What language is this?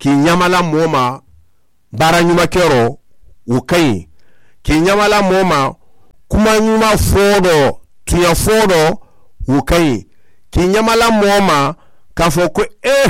Mandingo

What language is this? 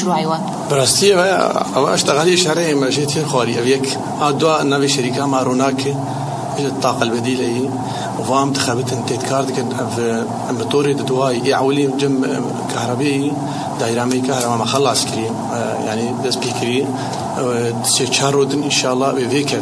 Kurdish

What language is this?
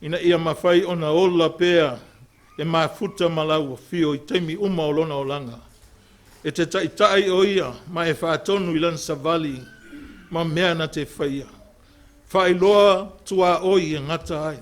Samoan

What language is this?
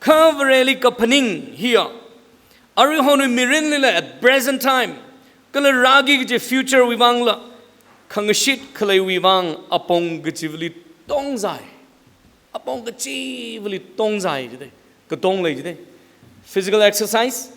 Tangkhul Naga (India)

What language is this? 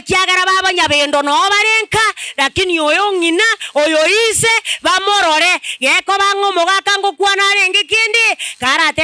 Gusii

